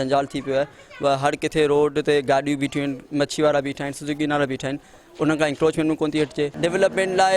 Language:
Sindhi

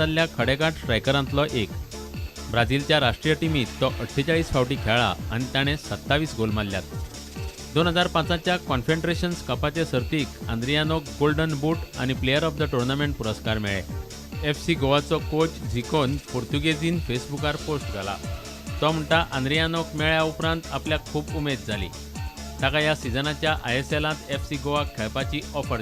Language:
Konkani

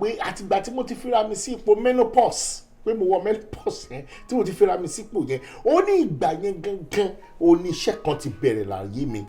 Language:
Yoruba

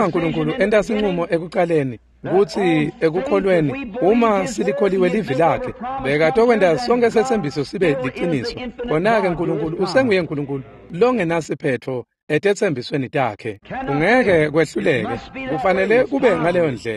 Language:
Swati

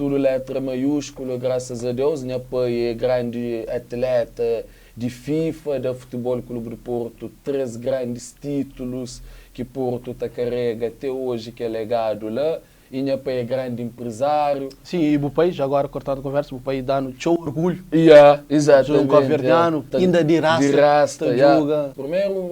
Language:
Kabuverdianu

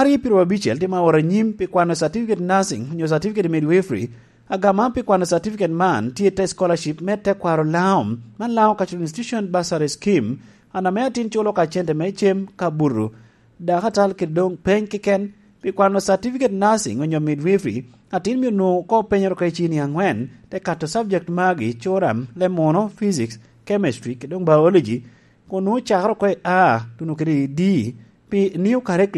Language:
Lango (Uganda)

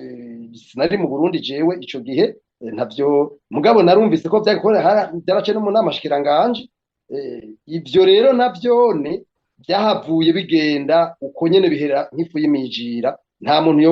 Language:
Rundi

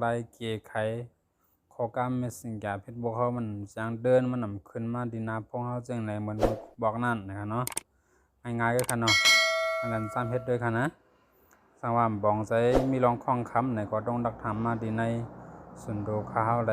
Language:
Shan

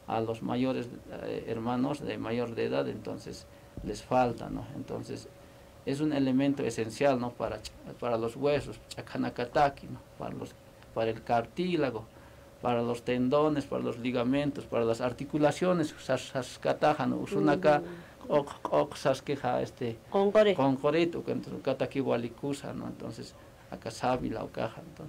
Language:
Aymara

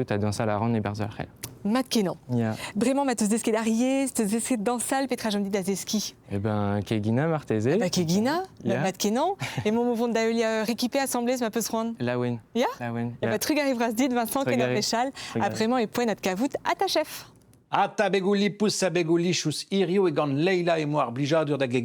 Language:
Breton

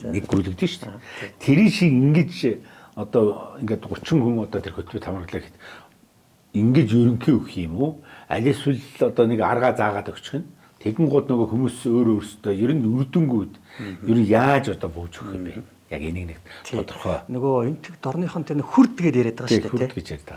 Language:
Mongolian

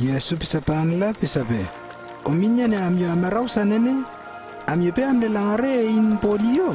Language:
Lewo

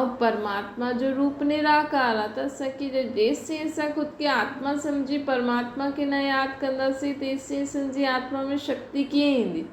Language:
Sindhi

